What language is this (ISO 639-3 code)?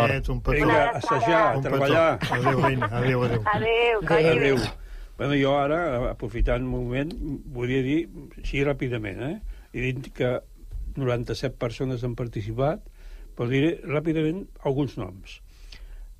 cat